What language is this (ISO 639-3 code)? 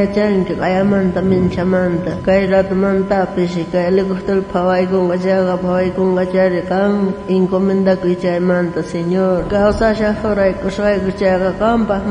quh